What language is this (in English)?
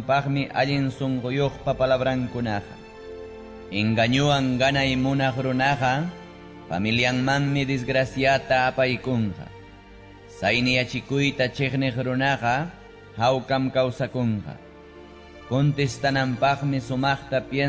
Ayacucho Quechua